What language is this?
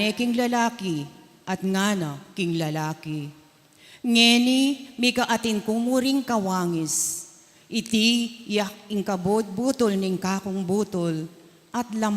Pampanga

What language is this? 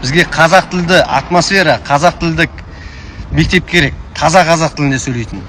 Kazakh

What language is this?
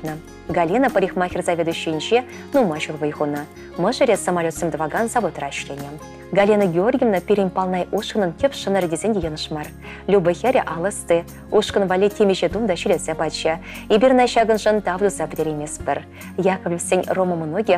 Chuvash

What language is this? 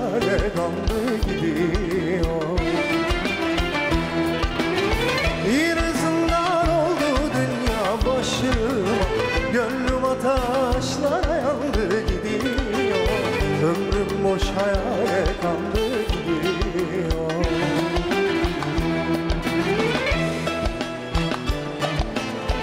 Turkish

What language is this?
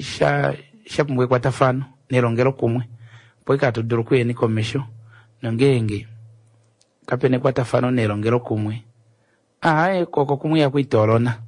Kuanyama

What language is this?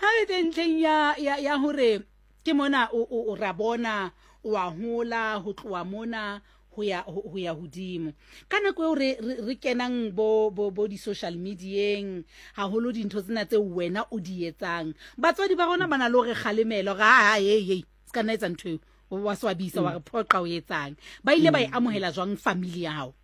Southern Sotho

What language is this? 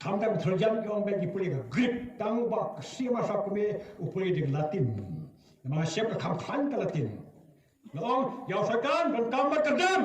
Khasi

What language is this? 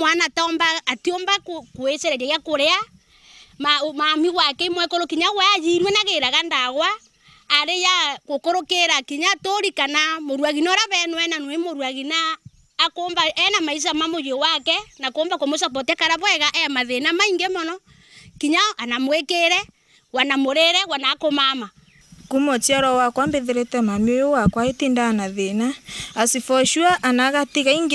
Meru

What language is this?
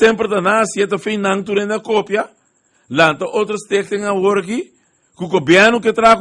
Papiamento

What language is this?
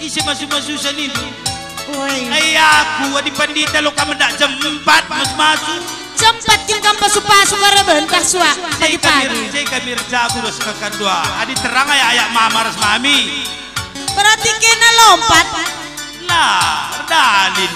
Batak Karo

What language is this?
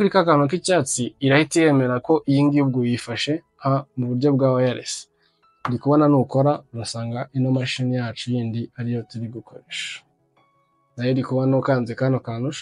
Kinyarwanda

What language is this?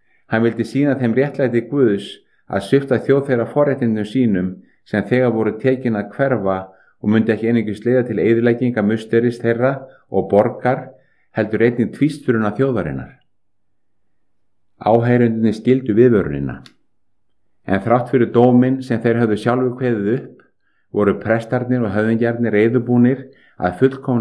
Icelandic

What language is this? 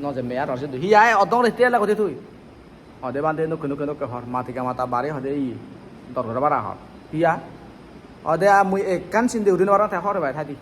Chakma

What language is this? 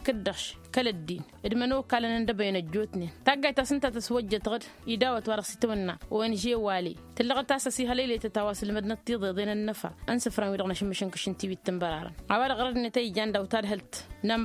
Tamasheq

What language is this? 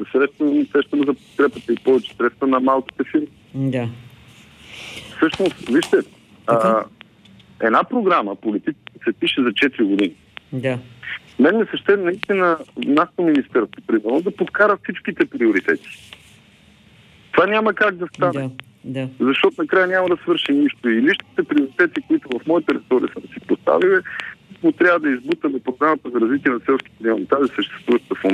Bulgarian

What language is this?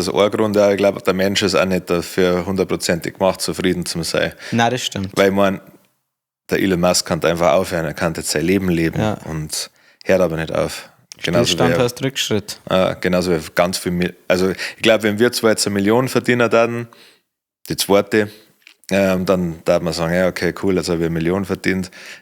Bavarian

